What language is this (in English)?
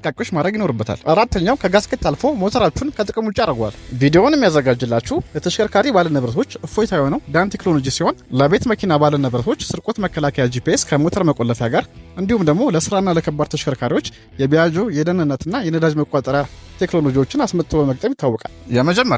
Amharic